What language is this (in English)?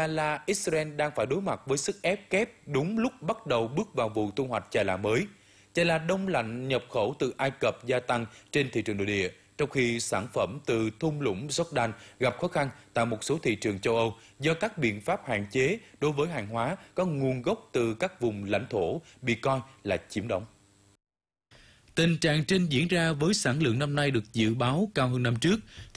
Vietnamese